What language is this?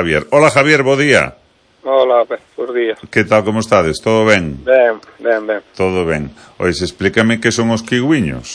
Galician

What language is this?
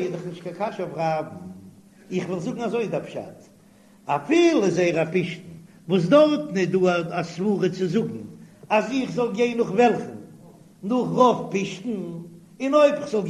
Yiddish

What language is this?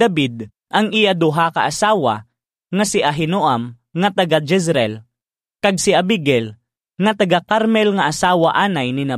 Hiligaynon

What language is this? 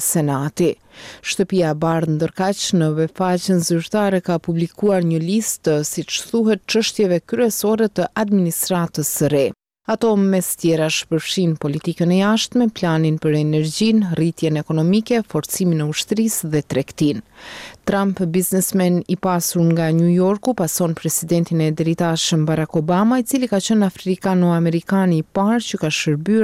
Albanian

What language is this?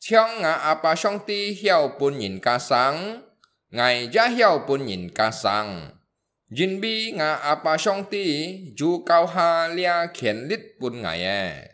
Hakka Chinese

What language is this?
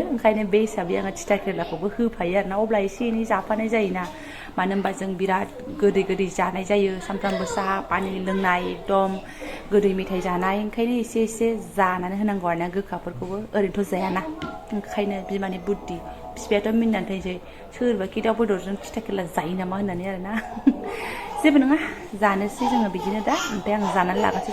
Bodo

